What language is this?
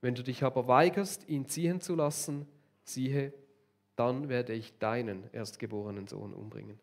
Swiss German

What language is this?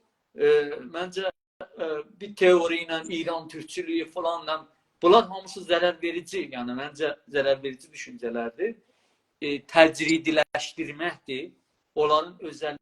South Azerbaijani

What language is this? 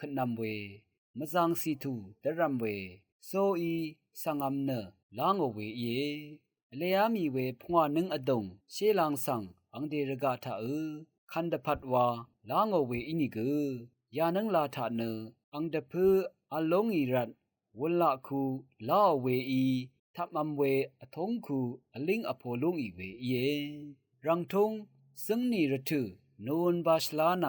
Rawang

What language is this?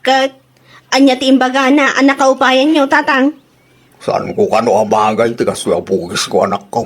Iloko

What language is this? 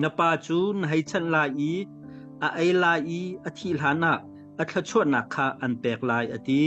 Hakha Chin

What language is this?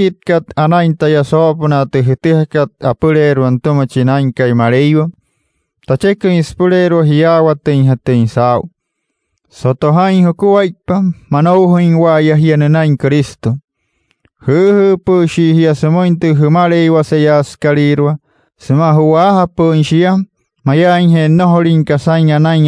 Wayuu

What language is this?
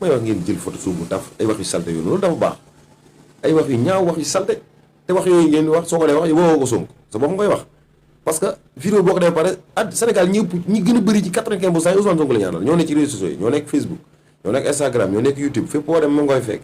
Wolof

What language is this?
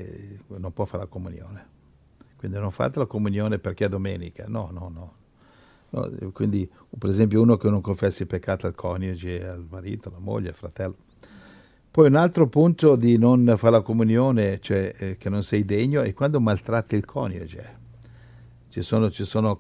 Italian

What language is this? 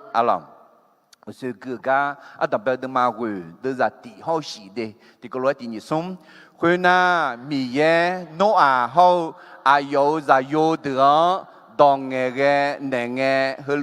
Akha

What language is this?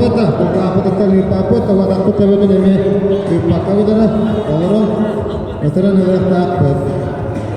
Yakut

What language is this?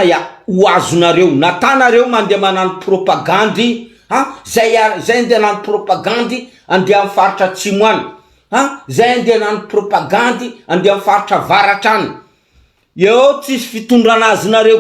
Malagasy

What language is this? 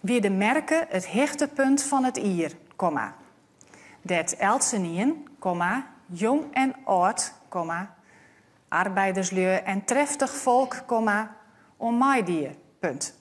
Western Frisian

